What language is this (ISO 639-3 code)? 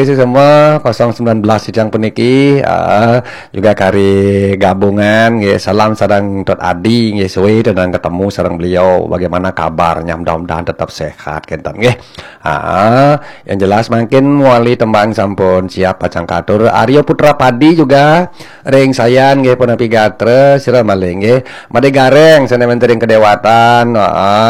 ban